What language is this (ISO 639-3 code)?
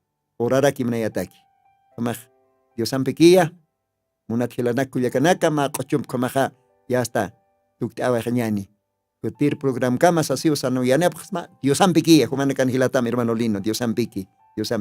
aym